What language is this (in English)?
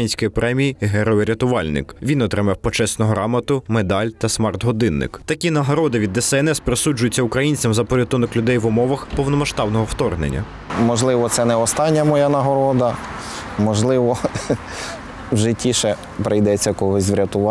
Ukrainian